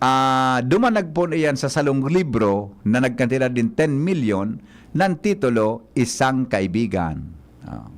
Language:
Bikol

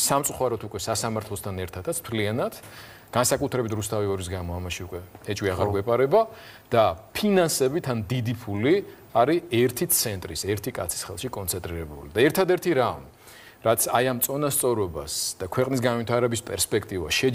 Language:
Georgian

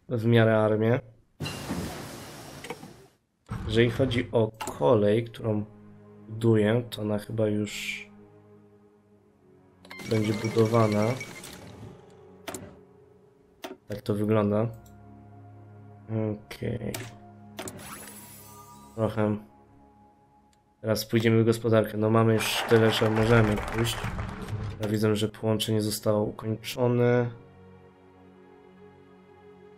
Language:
Polish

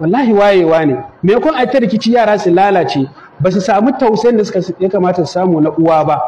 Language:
Hausa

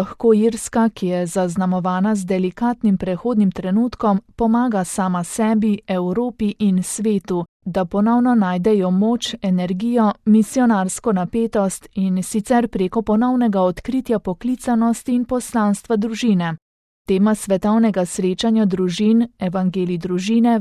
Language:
Slovenian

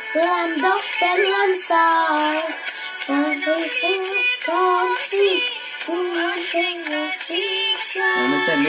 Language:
Karbi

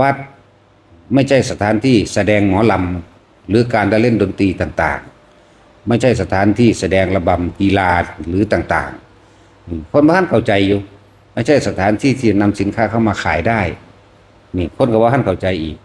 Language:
Northeastern Thai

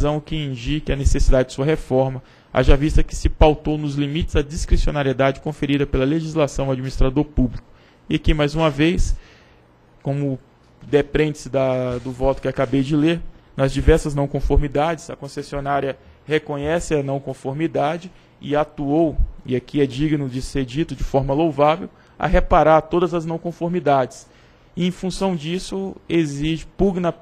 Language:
Portuguese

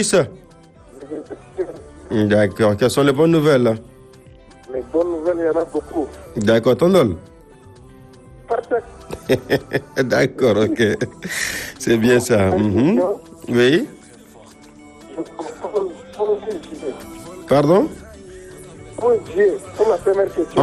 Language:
French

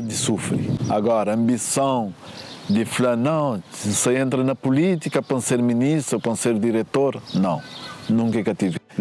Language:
Kabuverdianu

